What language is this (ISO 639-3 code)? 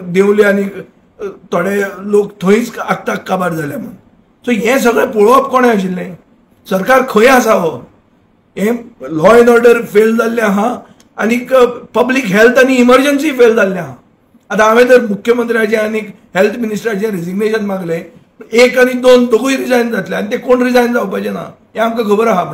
kok